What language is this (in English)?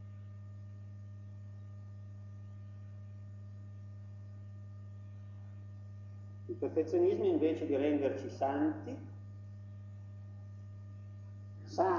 Italian